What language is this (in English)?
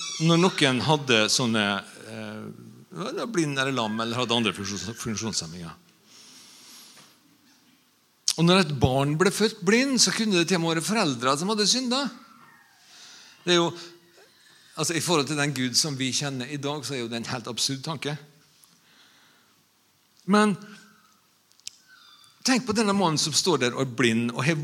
Norwegian